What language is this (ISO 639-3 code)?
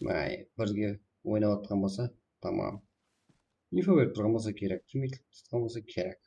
kaa